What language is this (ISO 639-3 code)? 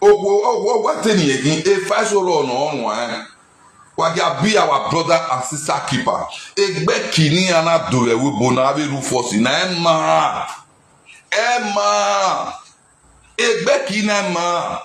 pcm